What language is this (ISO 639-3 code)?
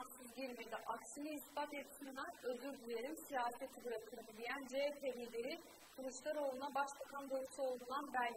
tur